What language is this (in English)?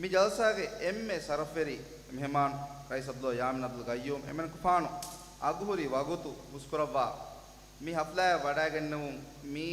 Divehi